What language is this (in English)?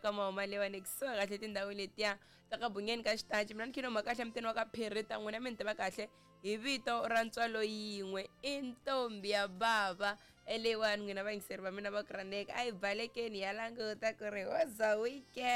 Tsonga